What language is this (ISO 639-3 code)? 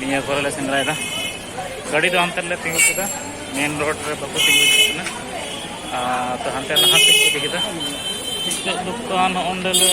sat